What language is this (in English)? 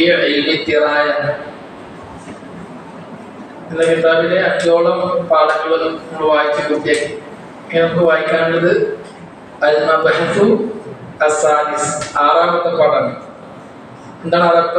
Malayalam